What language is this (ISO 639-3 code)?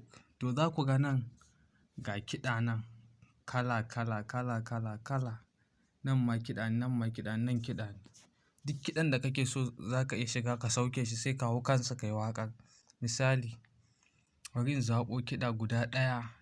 hau